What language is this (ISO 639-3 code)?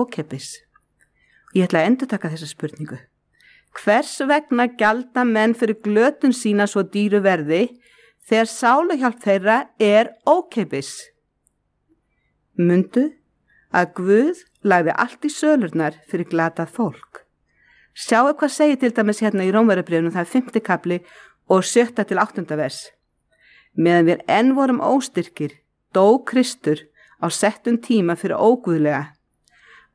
isl